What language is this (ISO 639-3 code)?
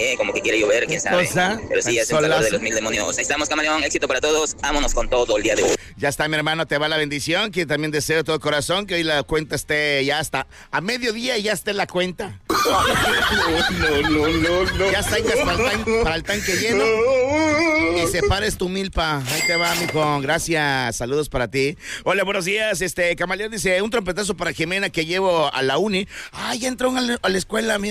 spa